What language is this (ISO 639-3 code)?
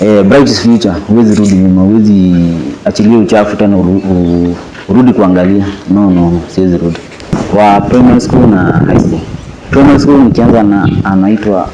swa